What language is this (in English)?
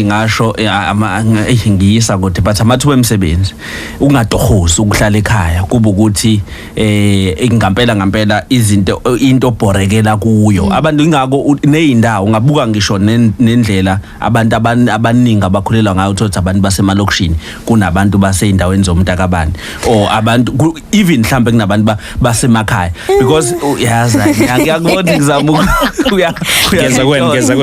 Zulu